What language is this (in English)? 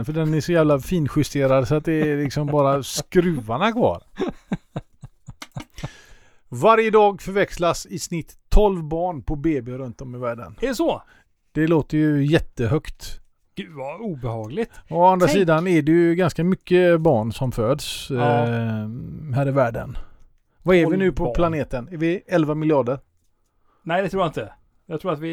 Swedish